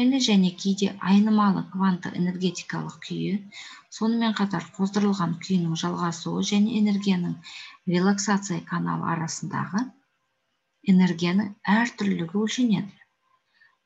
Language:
Kazakh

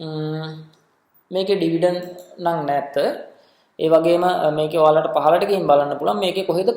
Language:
Sinhala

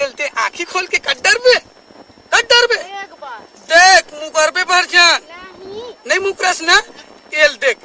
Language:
Chhattisgarhi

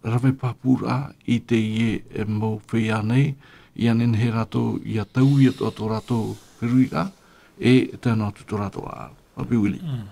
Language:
Tahitian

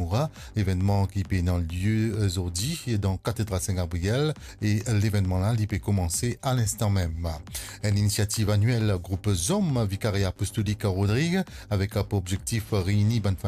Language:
Morisyen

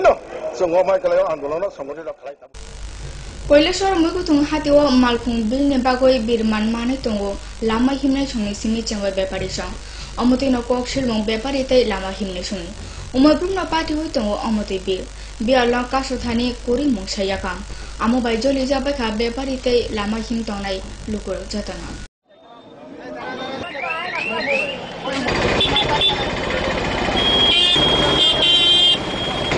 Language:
Bangla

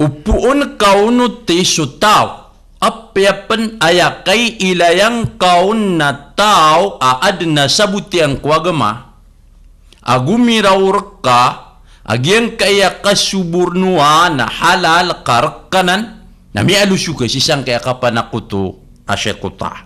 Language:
Maranao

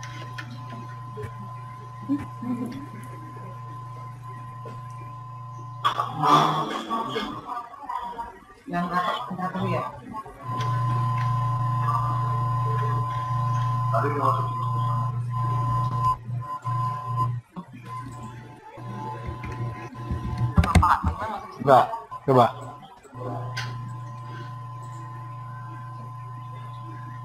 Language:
Indonesian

